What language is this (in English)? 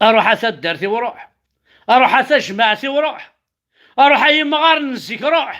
Kabyle